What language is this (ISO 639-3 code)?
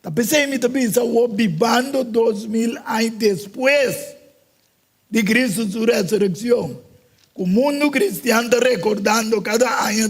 pap